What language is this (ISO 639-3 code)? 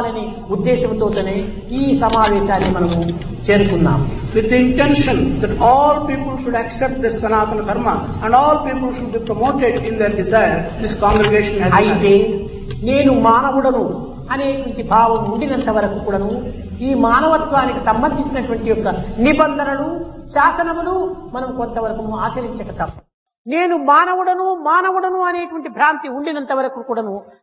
tel